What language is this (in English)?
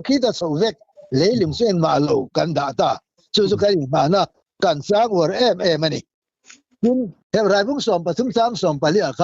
Mizo